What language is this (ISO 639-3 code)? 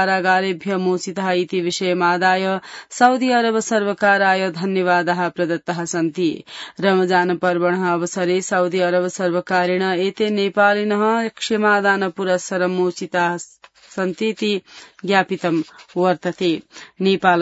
san